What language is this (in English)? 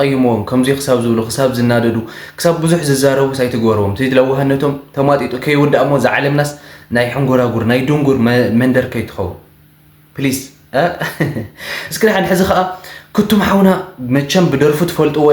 Tigrinya